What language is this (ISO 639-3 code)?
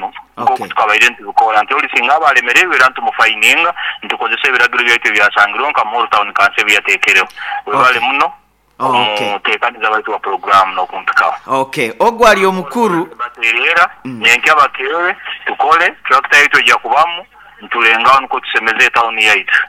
nyo